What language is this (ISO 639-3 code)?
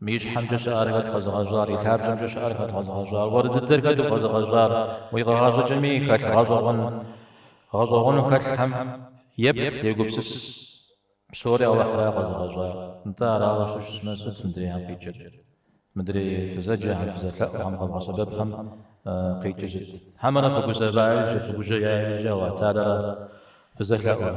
kbd